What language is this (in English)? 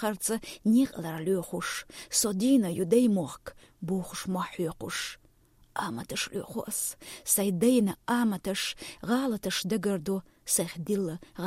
Chechen